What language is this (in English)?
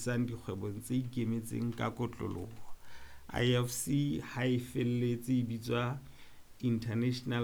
Southern Sotho